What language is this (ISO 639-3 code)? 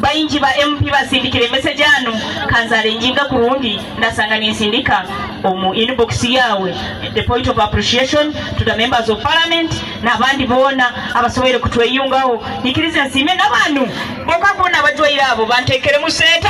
nyn